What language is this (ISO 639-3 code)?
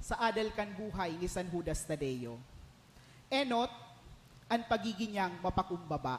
bik